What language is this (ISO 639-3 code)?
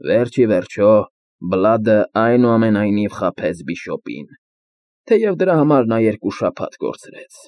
hye